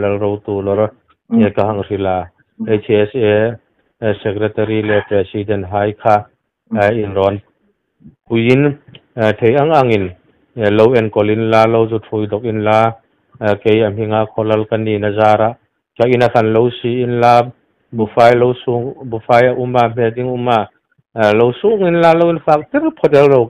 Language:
Hmar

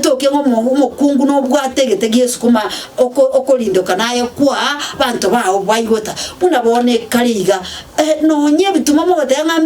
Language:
Gusii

